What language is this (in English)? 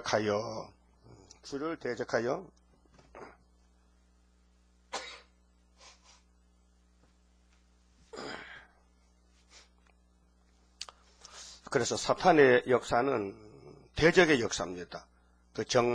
Korean